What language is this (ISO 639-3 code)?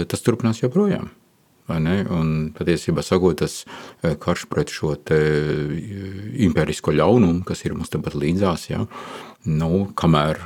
lav